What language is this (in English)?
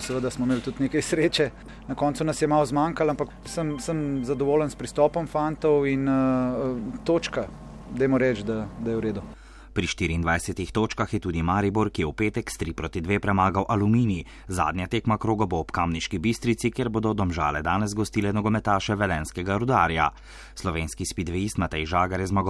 Slovenian